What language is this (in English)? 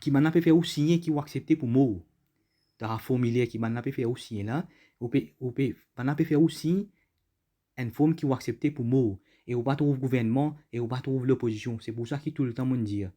Morisyen